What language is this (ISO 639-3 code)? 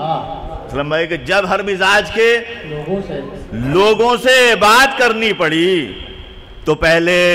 urd